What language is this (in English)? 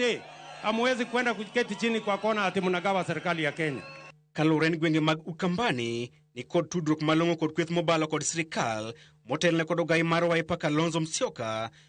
Luo (Kenya and Tanzania)